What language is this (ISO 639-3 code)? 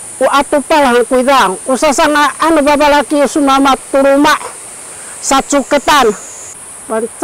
szy